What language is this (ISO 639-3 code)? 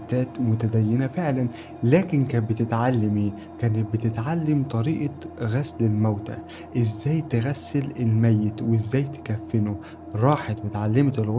arz